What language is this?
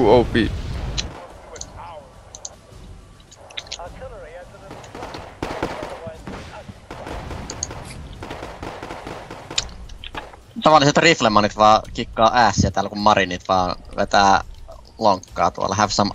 Finnish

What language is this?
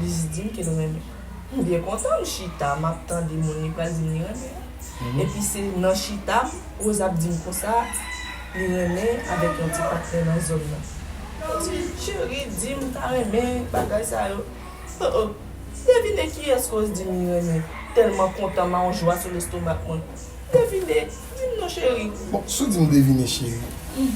Haitian Creole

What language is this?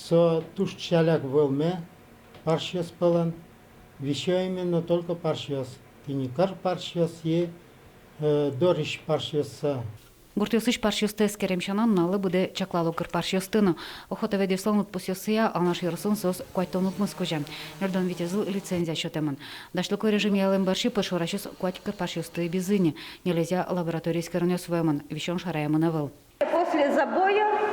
Udmurt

